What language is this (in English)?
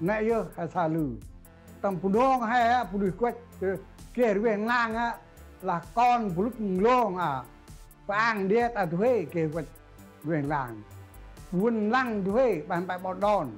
Central Mnong